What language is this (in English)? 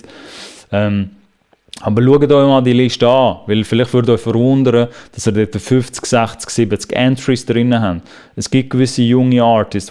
Swiss German